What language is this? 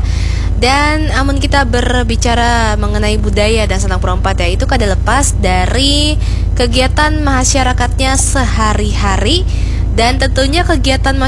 Banjar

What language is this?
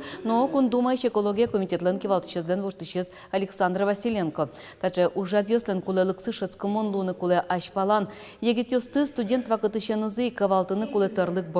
Udmurt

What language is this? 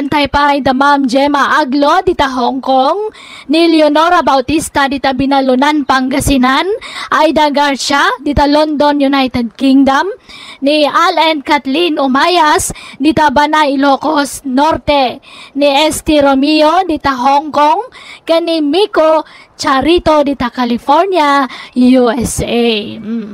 Iloko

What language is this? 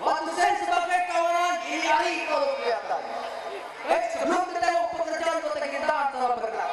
Betawi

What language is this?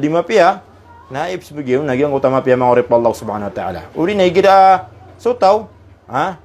Maranao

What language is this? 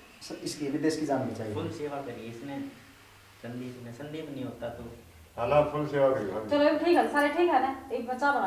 Haryanvi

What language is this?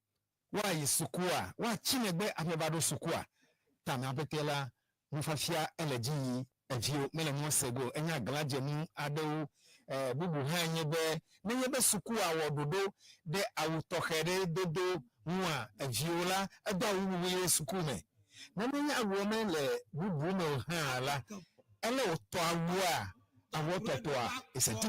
Ewe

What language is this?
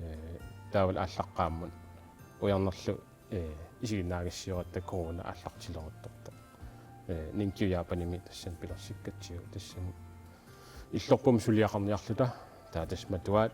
Kalaallisut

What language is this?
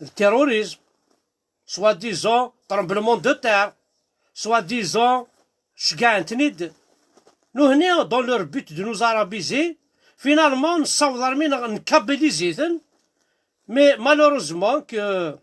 Kabyle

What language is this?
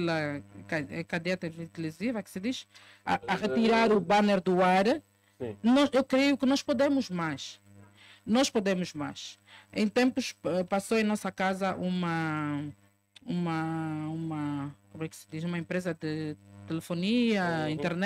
Portuguese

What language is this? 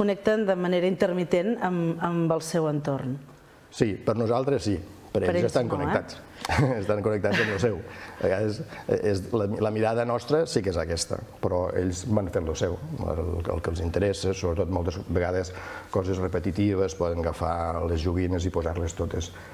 Catalan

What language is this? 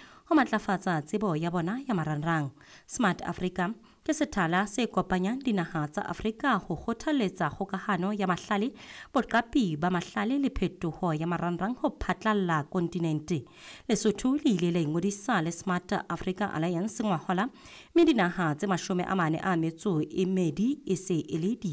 Southern Sotho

